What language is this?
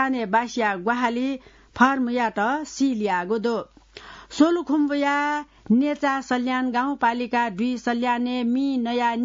Newari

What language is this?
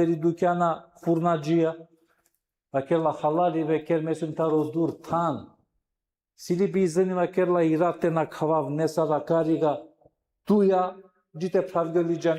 Balkan Romani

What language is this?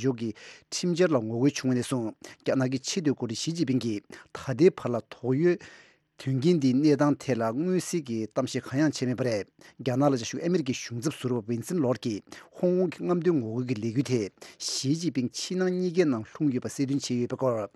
Tibetan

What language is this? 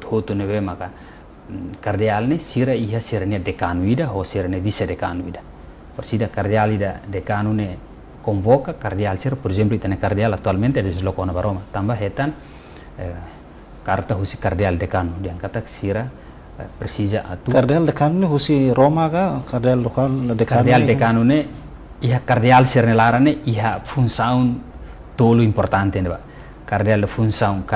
Tetum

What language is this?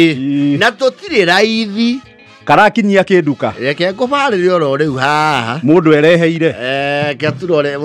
Kikuyu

